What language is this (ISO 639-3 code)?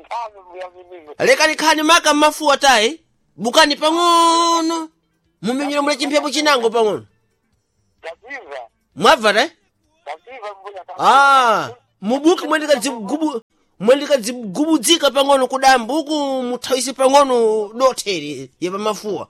seh